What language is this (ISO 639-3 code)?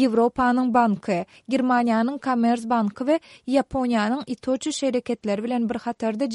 tuk